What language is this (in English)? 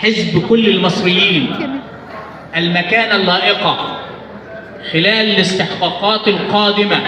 Egyptian Arabic